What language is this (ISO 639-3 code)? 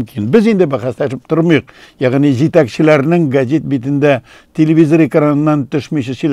tat